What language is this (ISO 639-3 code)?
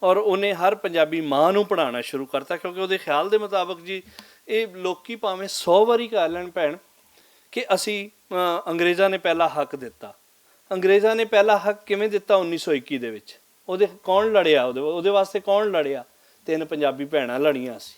lah